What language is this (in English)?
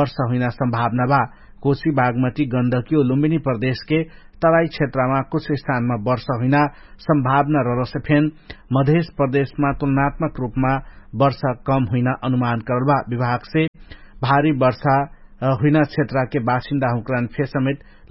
Dangaura Tharu